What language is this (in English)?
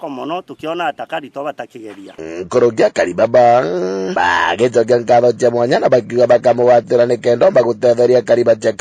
Meru